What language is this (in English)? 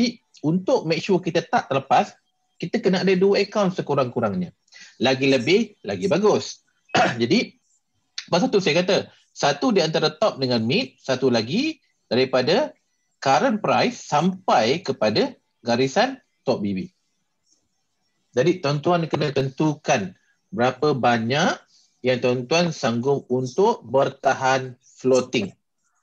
Malay